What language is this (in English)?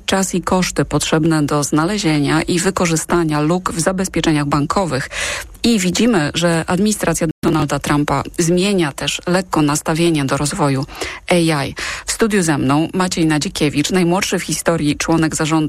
Polish